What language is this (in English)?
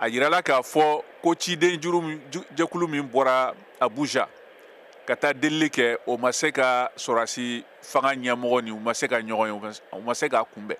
Bambara